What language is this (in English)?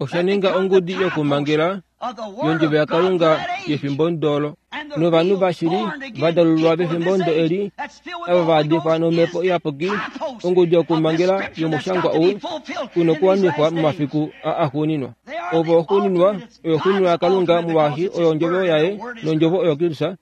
Kuanyama